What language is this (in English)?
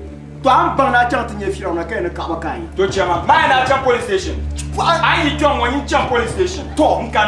Dagbani